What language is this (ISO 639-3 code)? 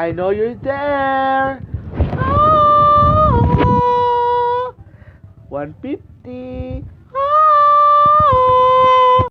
ceb